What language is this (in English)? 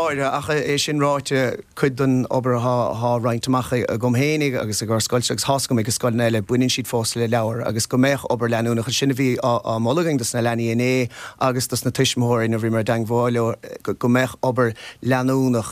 Irish